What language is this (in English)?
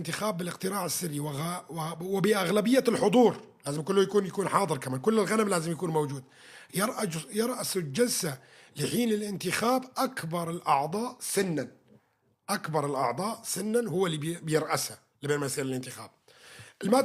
Kurdish